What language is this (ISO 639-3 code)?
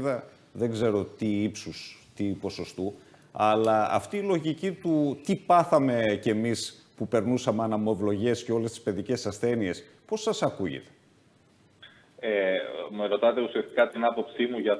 ell